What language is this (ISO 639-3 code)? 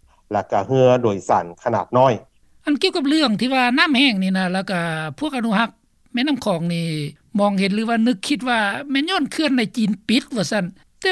lao